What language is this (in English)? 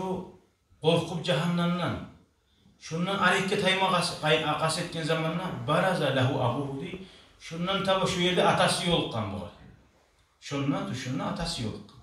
Kumyk